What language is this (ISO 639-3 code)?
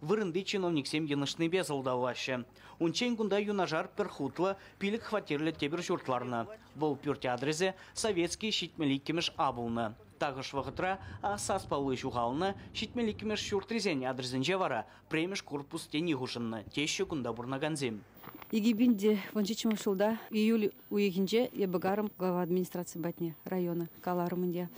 chv